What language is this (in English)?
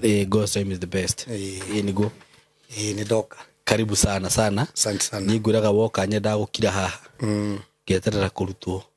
Kikuyu